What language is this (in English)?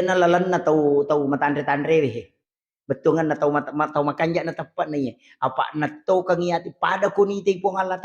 Buginese